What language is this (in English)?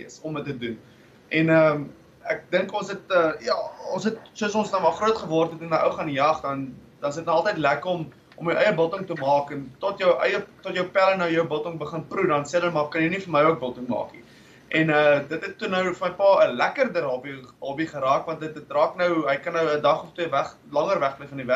Afrikaans